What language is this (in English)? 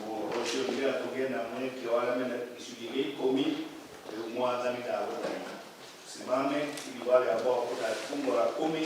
Kikuyu